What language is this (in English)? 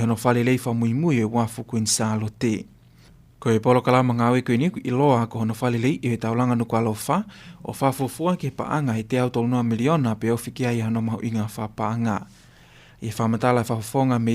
Tongan